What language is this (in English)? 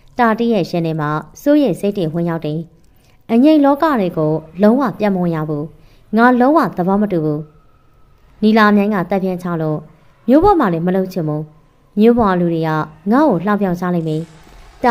Burmese